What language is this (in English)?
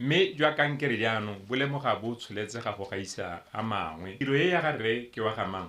Tswana